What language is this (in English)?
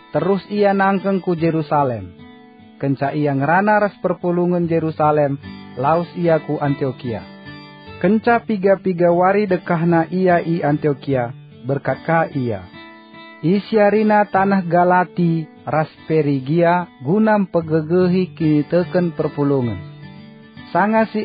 Batak Karo